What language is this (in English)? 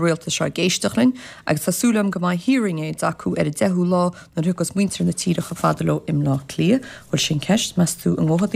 Irish